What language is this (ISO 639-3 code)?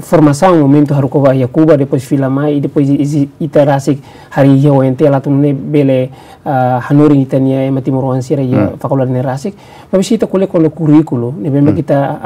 tet